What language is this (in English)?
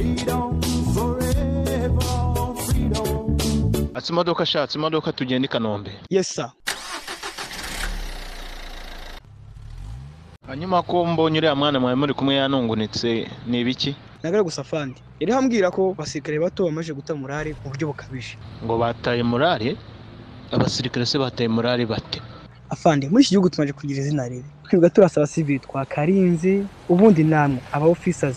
Kinyarwanda